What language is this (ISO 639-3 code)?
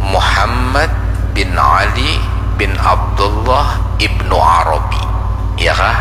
bjn